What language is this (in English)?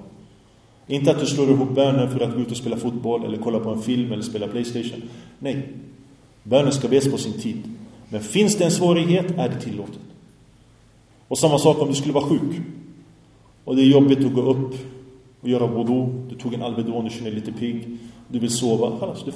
Swedish